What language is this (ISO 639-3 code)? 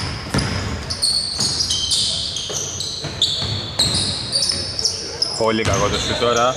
ell